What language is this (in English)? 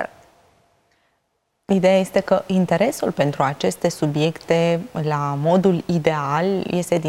Romanian